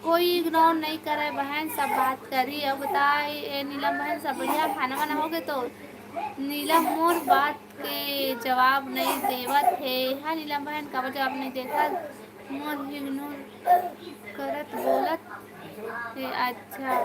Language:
Chhattisgarhi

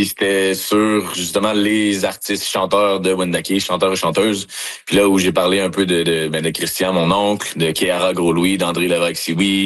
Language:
French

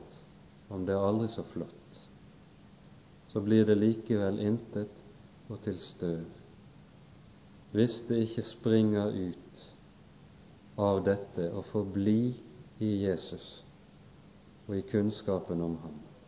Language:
Norwegian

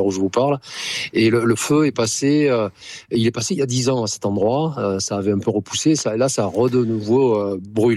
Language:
French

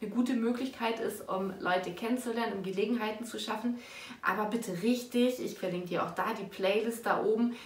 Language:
German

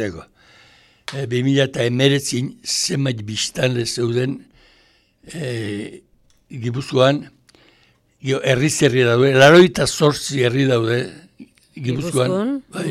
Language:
Basque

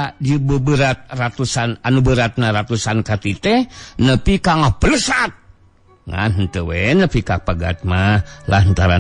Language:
Sundanese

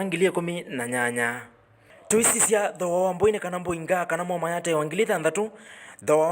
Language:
Kamba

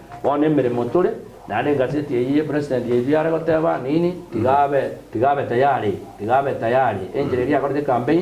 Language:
Gusii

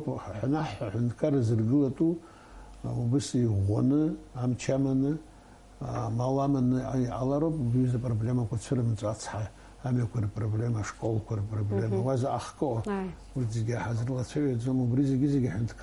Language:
Abkhazian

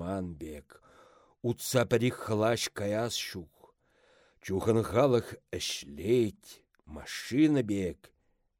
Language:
Chuvash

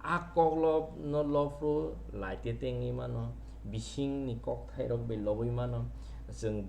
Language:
Kok Borok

